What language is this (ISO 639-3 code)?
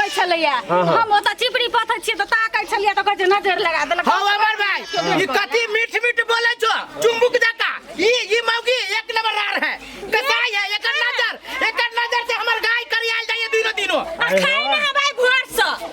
mai